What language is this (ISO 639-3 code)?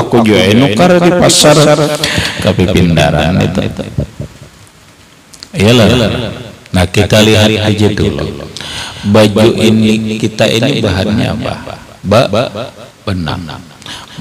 ind